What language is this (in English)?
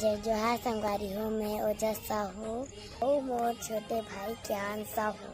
Chhattisgarhi